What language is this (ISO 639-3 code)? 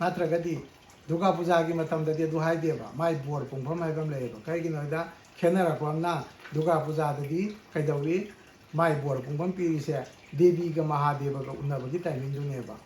mni